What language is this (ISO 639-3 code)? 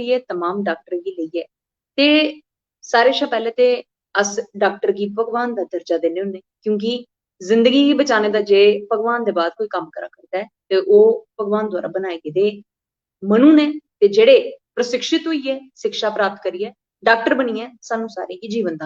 doi